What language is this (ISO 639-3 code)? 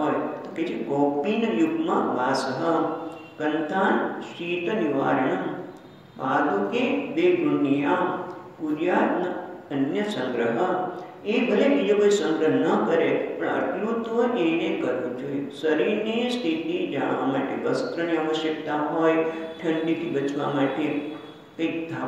guj